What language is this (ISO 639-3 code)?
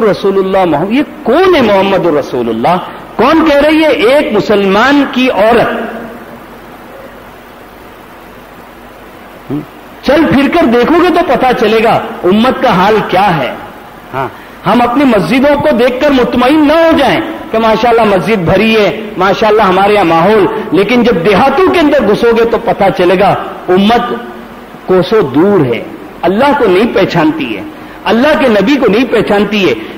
urd